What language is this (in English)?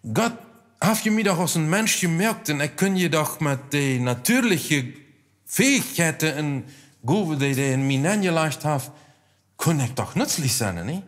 Plautdietsch